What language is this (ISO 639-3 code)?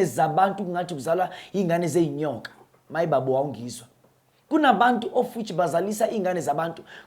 zul